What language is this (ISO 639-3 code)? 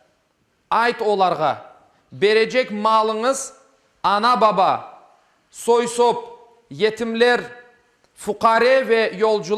crh